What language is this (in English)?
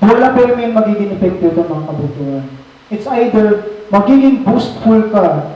Waray